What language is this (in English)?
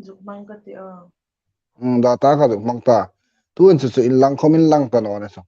Hmar